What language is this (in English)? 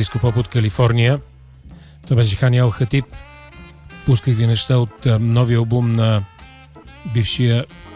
Bulgarian